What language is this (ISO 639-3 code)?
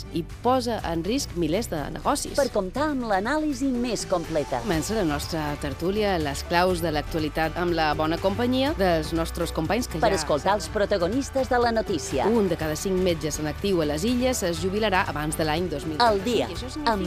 cat